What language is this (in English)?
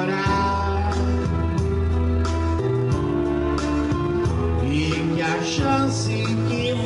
Portuguese